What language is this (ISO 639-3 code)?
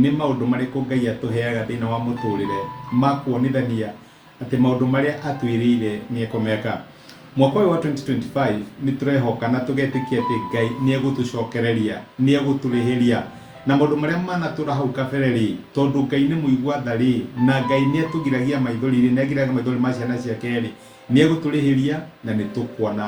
kik